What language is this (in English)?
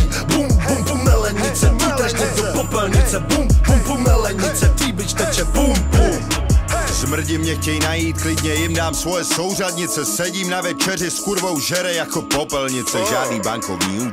Czech